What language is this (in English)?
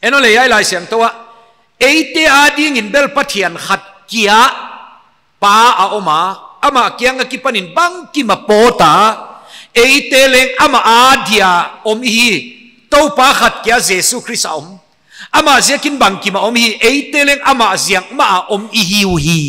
Paite Chin